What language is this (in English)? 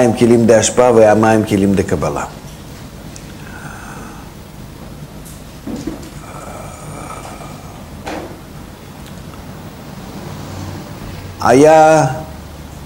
Hebrew